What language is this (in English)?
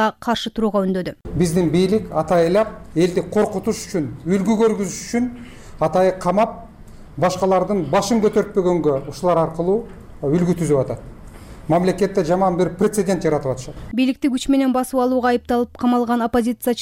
Kyrgyz